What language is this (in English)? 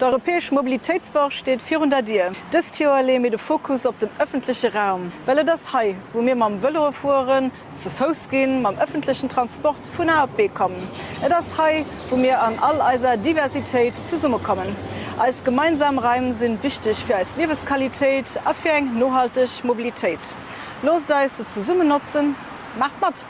Luxembourgish